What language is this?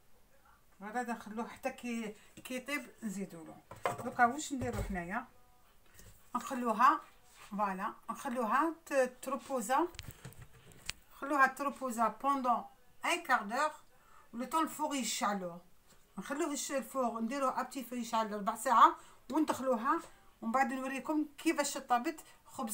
Algerian Arabic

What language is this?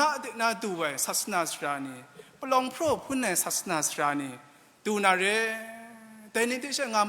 Kachin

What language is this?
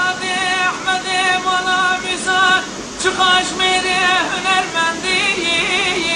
Persian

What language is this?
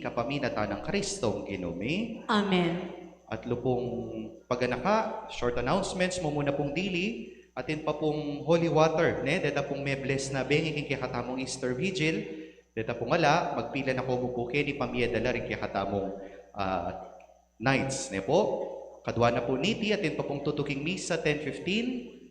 Pampanga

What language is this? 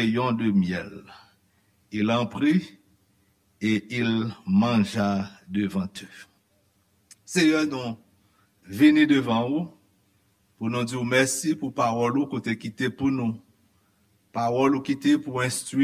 Haitian Creole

